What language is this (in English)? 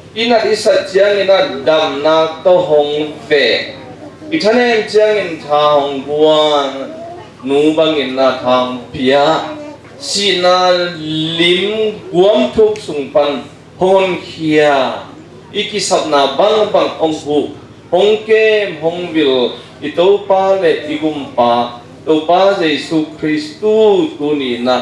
Tedim Chin